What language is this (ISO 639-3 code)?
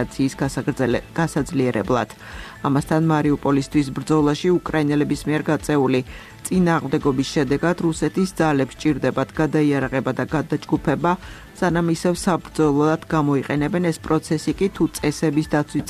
kat